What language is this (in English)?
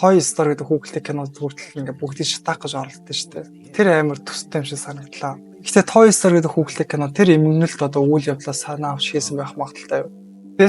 Mongolian